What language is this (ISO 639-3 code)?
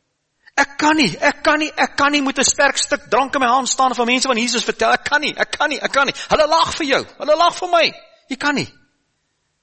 afr